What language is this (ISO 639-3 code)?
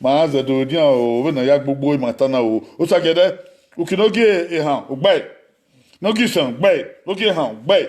bin